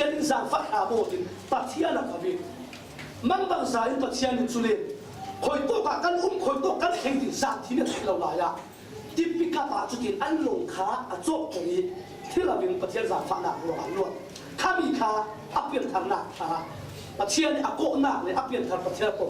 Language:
Falam Chin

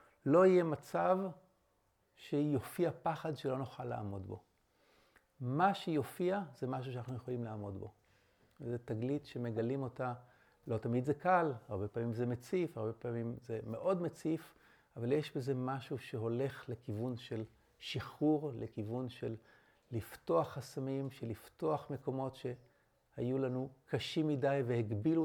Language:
Hebrew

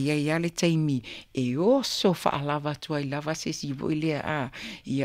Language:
Samoan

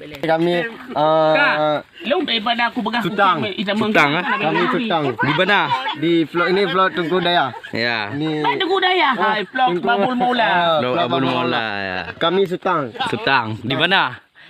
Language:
Achinese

